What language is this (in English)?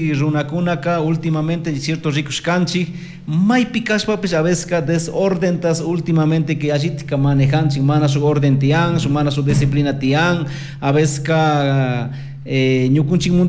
Chimborazo Highland Quichua